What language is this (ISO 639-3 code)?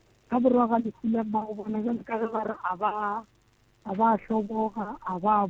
nso